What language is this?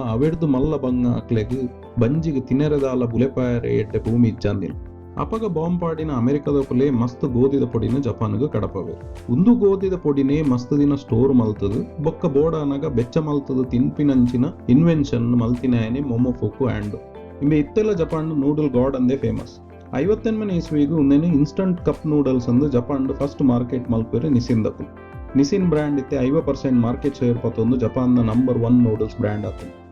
Tulu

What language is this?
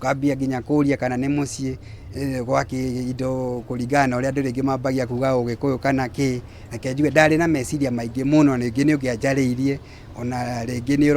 Kikuyu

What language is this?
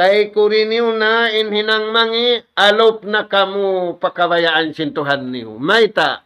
Tausug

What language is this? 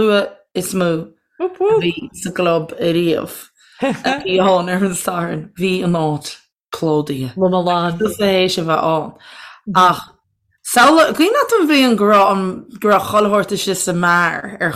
Irish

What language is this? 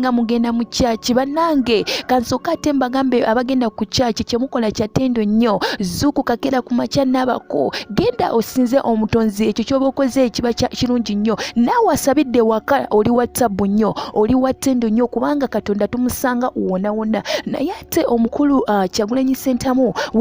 Ganda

